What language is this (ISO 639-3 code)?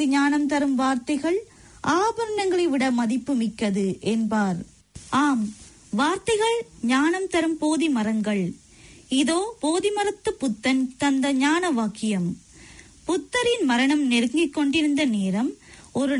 tam